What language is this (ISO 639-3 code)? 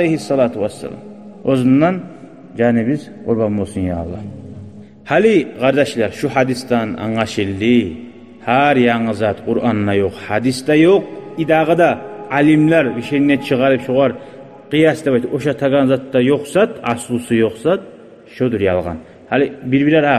kum